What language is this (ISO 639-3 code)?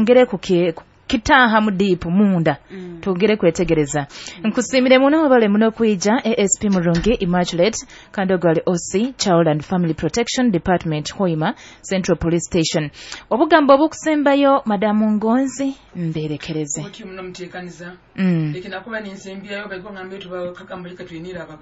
nyo